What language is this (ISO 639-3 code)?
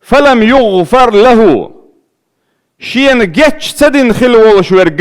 che